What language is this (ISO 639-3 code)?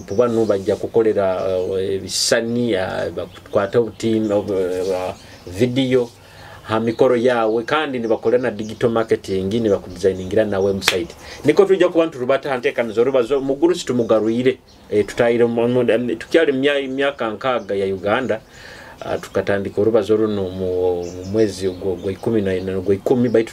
nyo